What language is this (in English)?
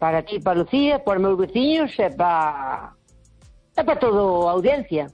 Galician